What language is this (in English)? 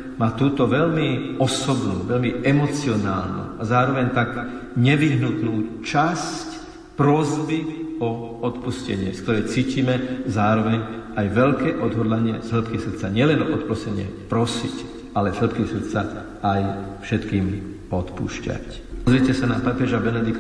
Slovak